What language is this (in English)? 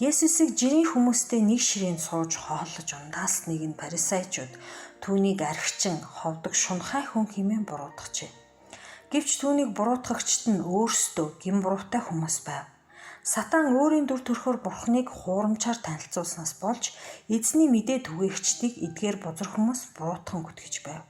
Mongolian